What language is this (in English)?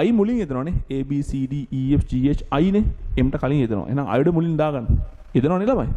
Sinhala